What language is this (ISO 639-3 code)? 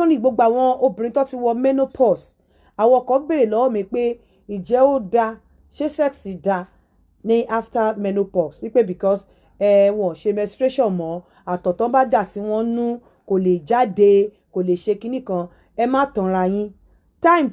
yor